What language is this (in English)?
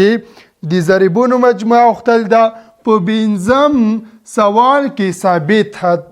Pashto